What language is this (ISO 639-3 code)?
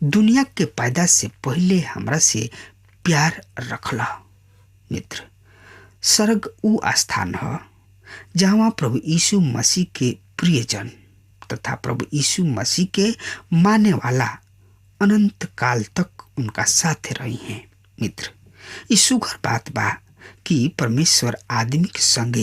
bho